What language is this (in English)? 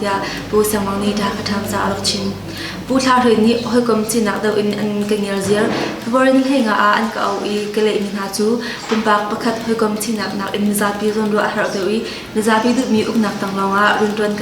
Hakha Chin